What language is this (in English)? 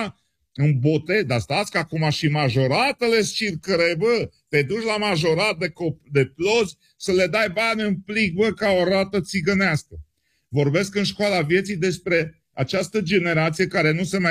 Romanian